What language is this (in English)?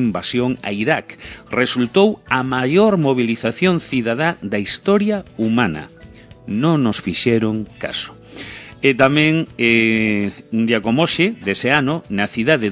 Galician